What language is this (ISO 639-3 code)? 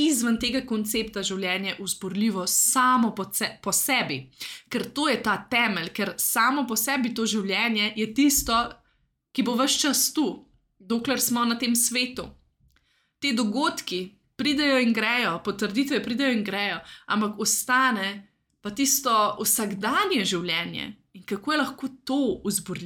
slv